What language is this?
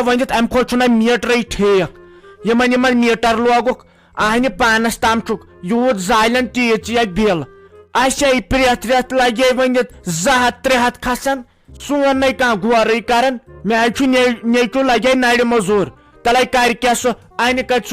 Kashmiri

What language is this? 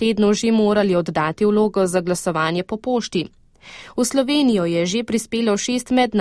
Slovenian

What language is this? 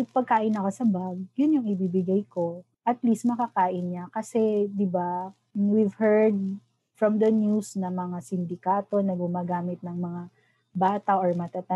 Filipino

